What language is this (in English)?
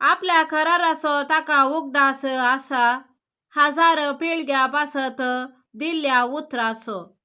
Konkani